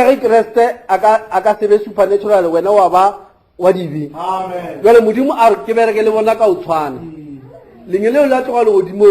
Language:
Northern Sotho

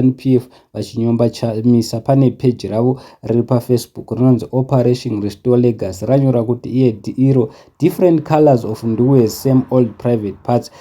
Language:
Shona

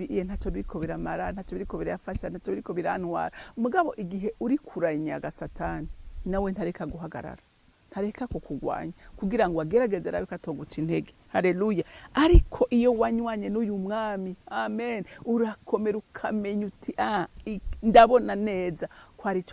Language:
Rundi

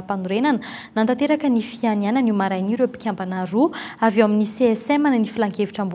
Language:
Malagasy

